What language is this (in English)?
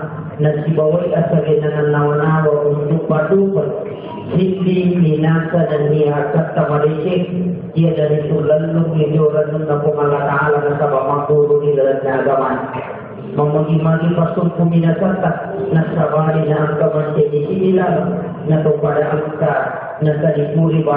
Buginese